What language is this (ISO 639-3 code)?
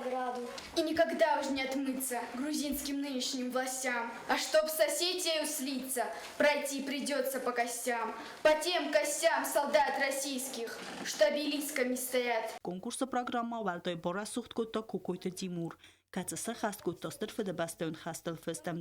oss